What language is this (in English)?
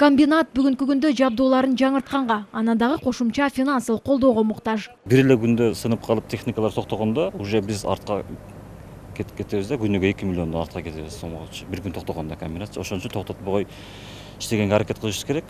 Kyrgyz